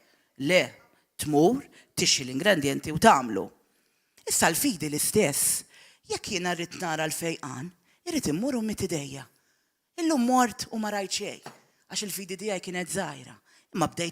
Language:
Maltese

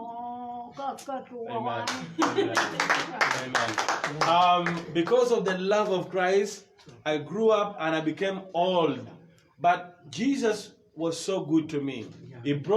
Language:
Acoli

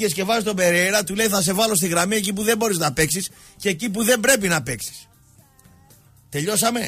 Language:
Greek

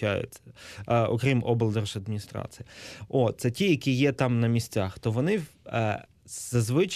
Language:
Ukrainian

